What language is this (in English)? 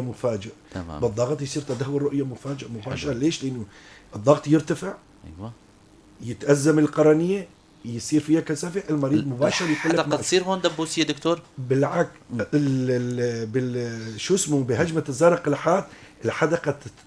North Levantine Arabic